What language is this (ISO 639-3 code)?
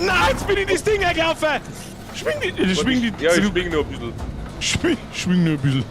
bar